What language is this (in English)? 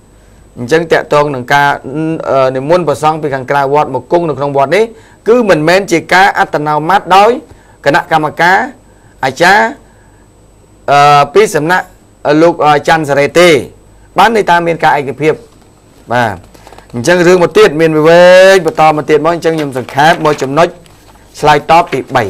Khmer